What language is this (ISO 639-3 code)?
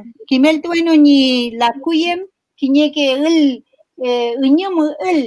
arn